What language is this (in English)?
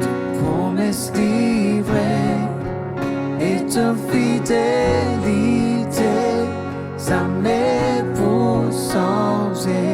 Morisyen